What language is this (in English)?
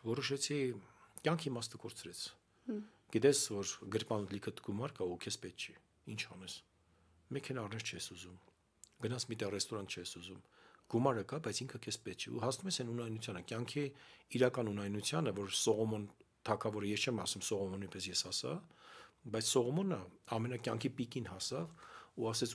Armenian